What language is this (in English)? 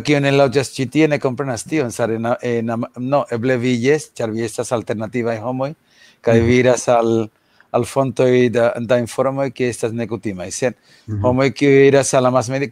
Esperanto